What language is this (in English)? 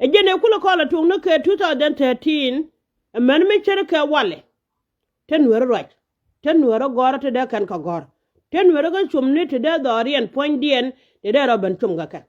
Nuer